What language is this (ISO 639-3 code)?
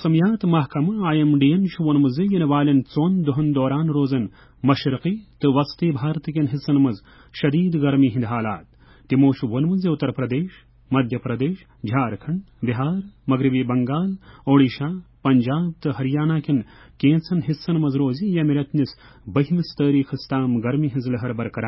kas